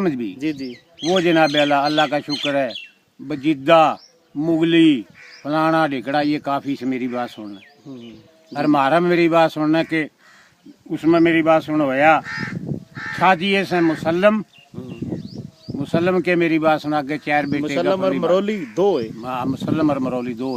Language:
Haryanvi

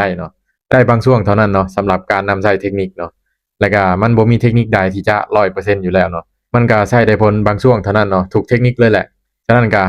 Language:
Lao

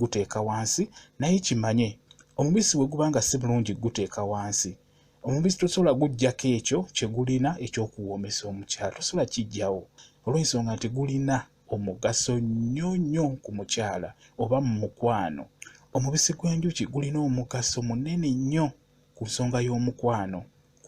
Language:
Ganda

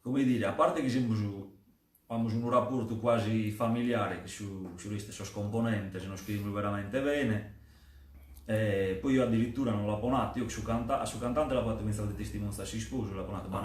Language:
Sardinian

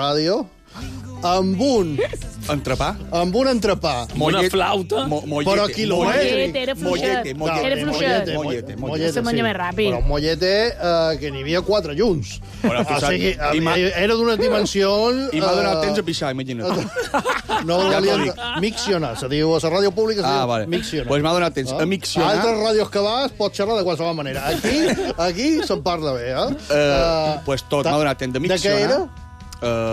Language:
Catalan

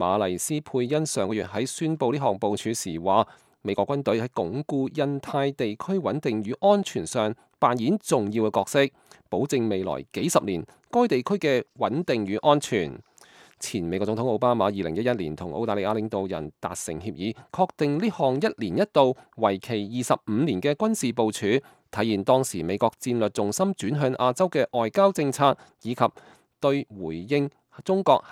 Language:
Cantonese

